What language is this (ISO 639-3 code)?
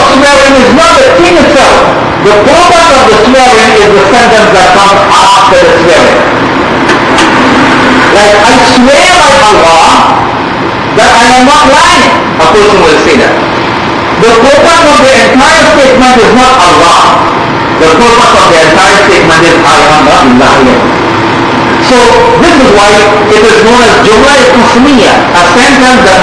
eng